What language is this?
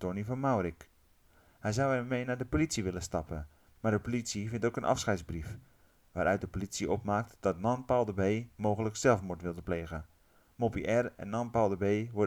Dutch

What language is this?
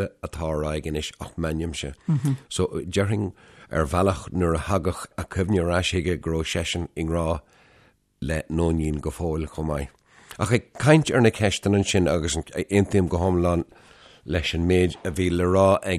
Irish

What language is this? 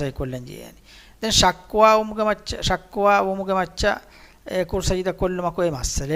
Divehi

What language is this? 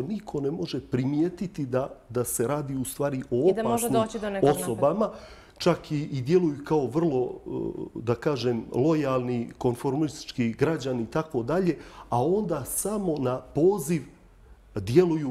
Bosnian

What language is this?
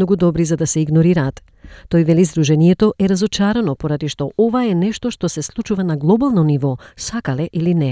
Macedonian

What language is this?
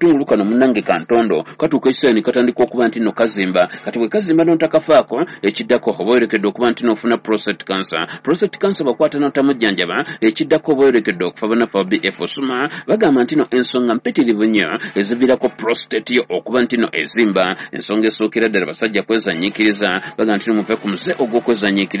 Ganda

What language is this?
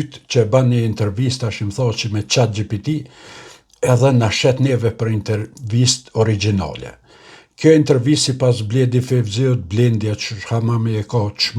Albanian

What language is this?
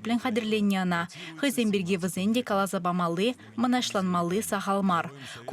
Chuvash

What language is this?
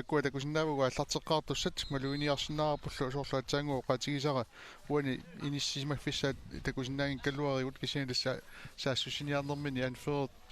Kalaallisut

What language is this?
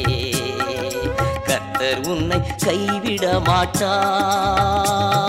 Tamil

